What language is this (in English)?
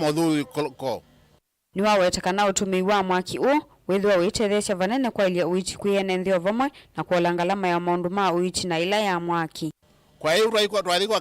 Kamba